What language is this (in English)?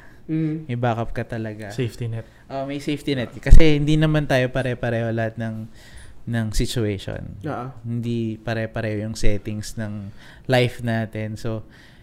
Filipino